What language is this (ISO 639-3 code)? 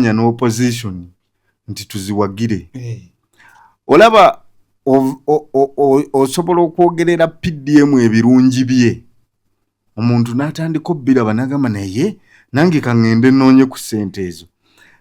lug